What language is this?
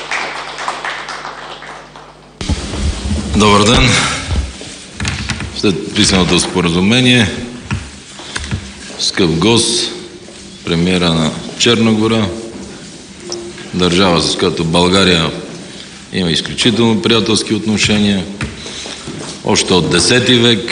Bulgarian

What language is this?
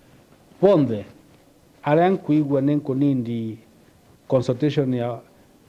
Meru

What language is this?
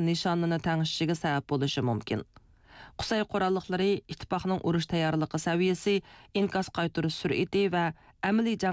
Uyghur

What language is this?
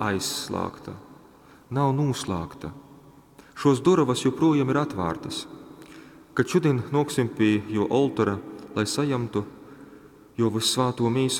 Latgalian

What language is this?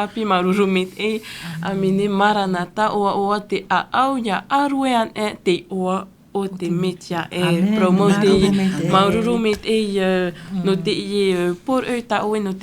Tahitian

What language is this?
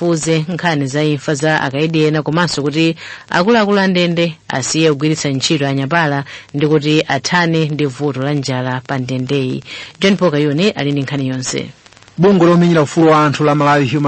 Nyanja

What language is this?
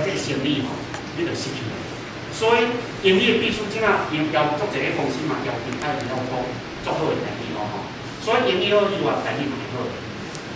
Min Nan Chinese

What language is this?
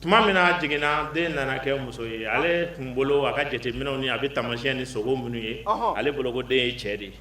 Bambara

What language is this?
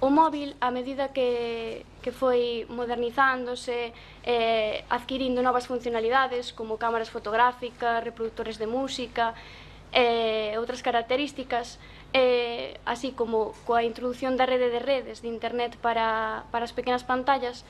Galician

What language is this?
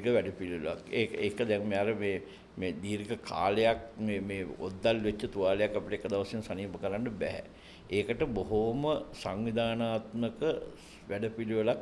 Sinhala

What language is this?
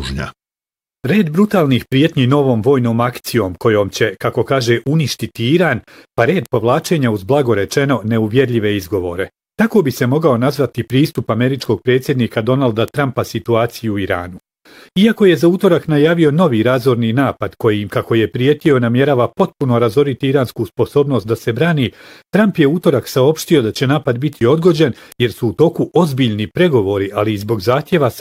Bosnian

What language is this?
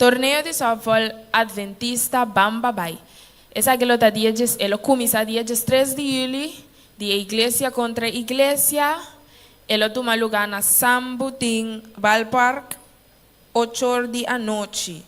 Papiamento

